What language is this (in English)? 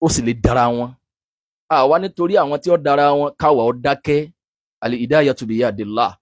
Yoruba